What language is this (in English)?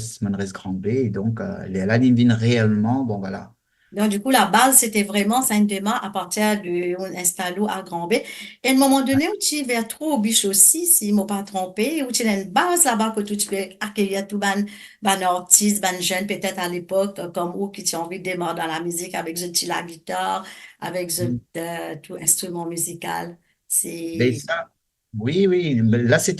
Morisyen